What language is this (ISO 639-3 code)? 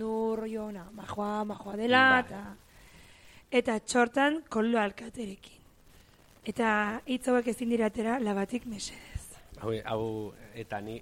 eus